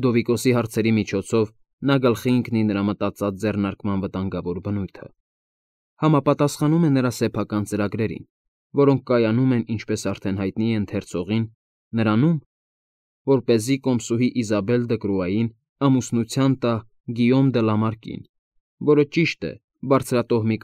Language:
Armenian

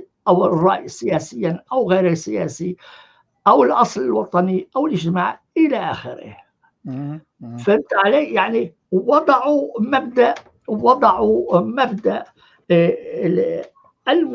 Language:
North Levantine Arabic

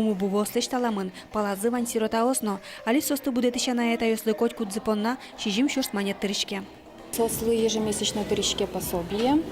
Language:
Udmurt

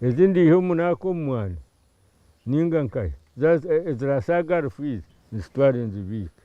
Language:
Nyankole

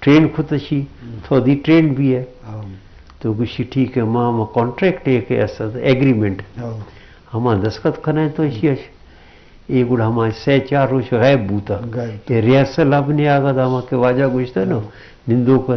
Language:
Eastern Balochi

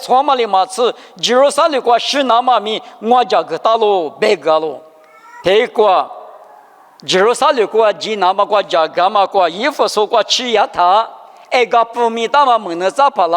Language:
Lisu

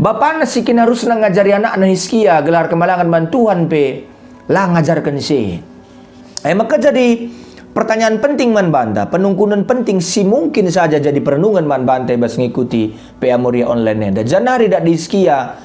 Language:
Batak Karo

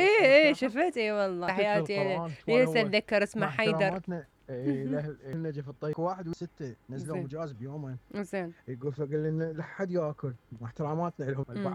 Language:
Mesopotamian Arabic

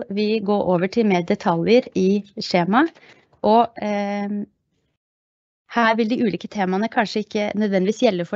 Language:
Norwegian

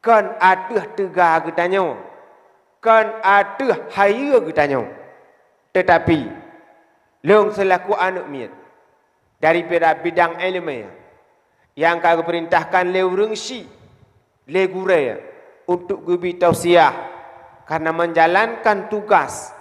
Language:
Achinese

